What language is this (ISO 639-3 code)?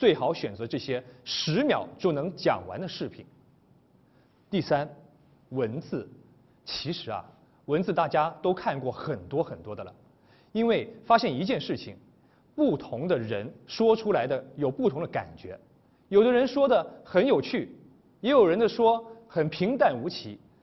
zho